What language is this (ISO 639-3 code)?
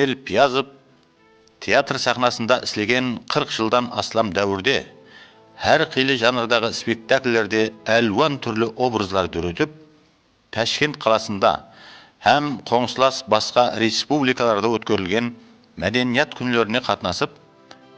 kaa